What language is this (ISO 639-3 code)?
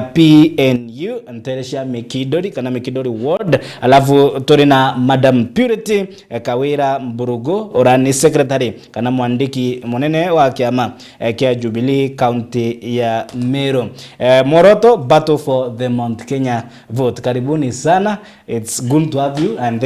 mer